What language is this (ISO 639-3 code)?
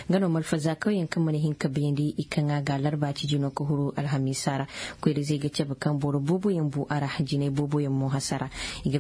dje